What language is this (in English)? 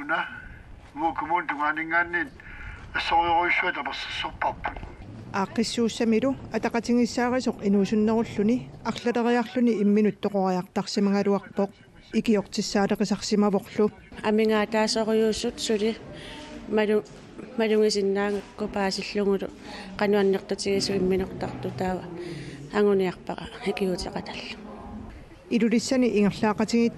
Kalaallisut